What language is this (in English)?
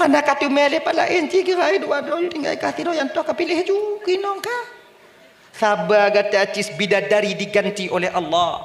Achinese